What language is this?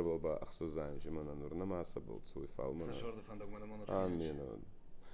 Ossetic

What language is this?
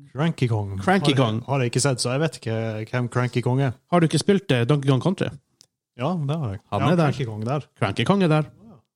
Norwegian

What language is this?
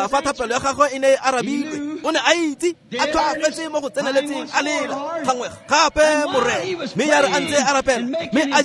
Tswana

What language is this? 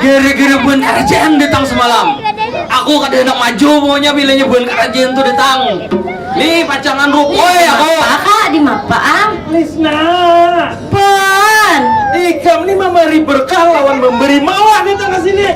Banjar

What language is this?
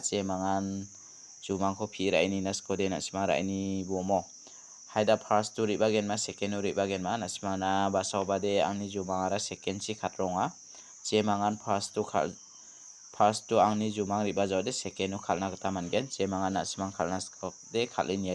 Garo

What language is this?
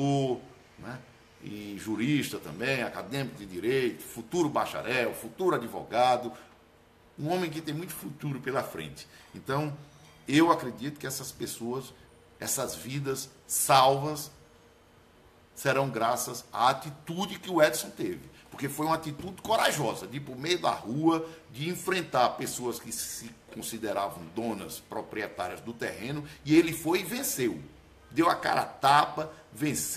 Portuguese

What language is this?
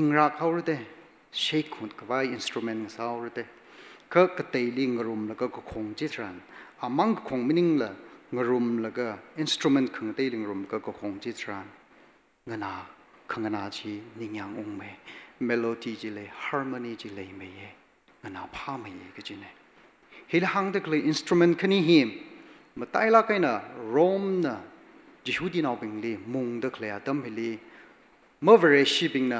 Tangkhul Naga (India)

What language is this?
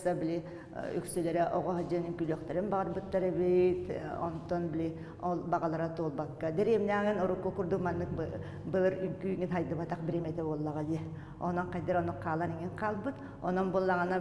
Yakut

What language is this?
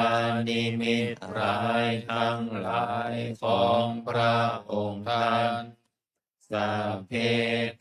Pali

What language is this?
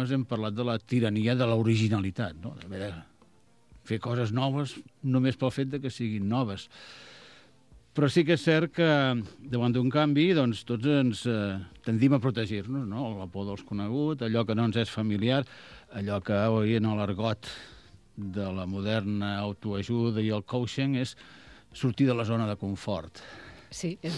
Catalan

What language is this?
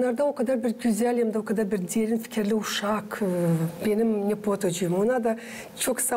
Gagauz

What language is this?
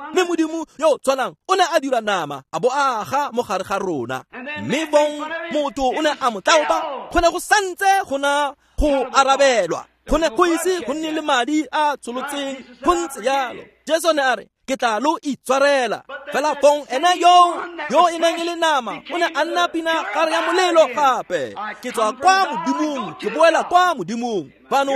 Tswana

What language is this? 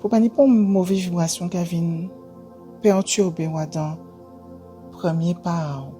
Guadeloupean Creole French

